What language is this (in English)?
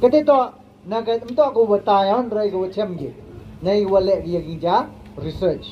Pnar